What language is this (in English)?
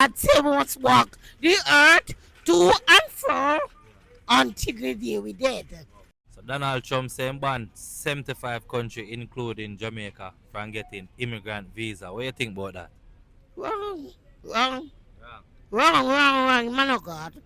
Jamaican Creole English